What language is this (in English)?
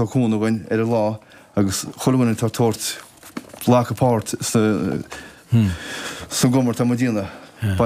Irish